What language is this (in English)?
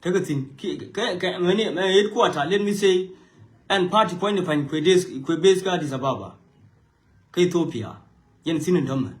Nuer